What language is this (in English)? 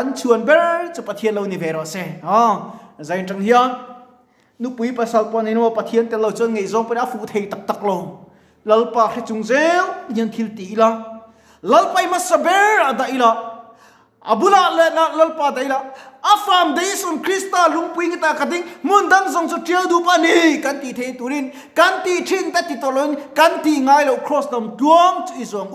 Mizo